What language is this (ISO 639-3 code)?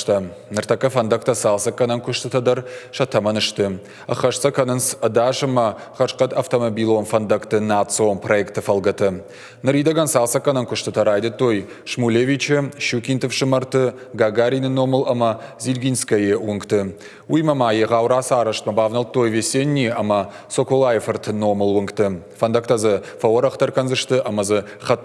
oss